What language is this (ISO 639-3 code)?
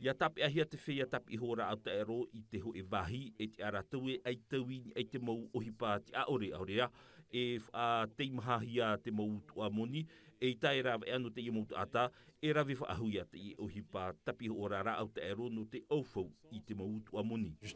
tah